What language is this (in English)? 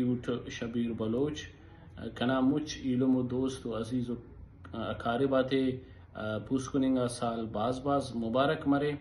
Brahui